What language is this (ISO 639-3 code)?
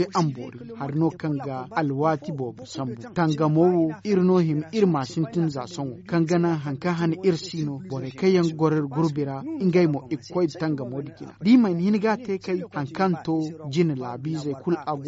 dje